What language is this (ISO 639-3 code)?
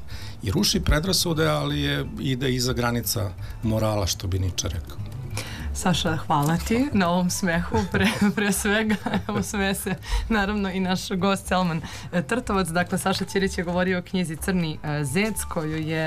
srp